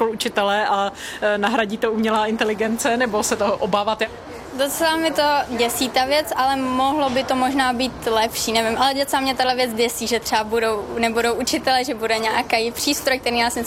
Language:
Czech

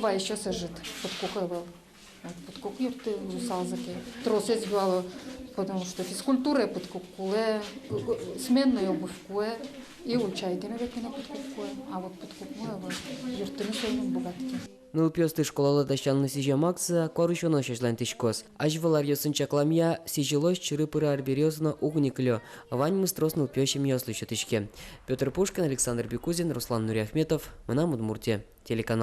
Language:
Udmurt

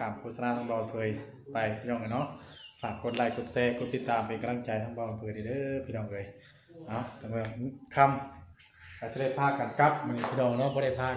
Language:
Northeastern Thai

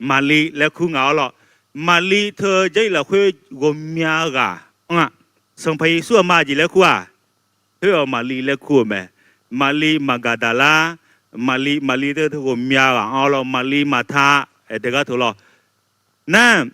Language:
Akha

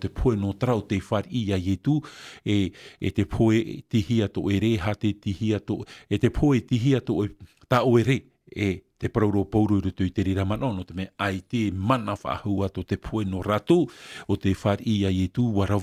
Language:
Tahitian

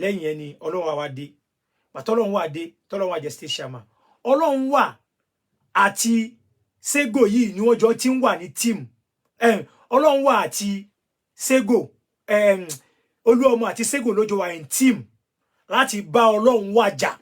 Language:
Yoruba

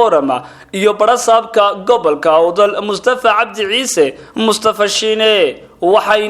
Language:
Somali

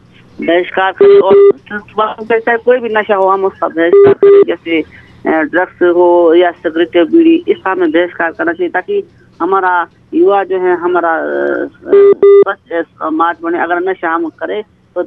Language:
Hindi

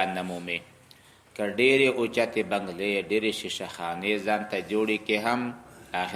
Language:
Pashto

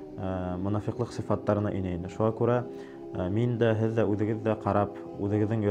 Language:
Bashkir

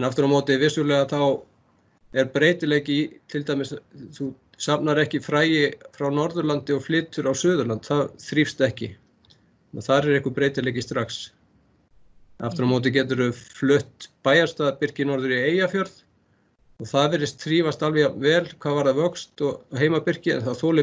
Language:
Icelandic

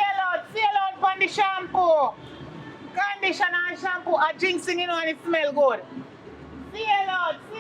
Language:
Jamaican Creole English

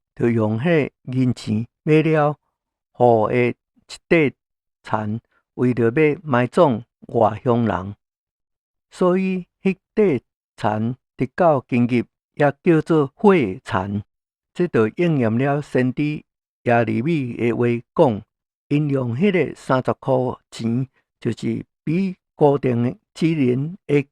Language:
Min Nan Chinese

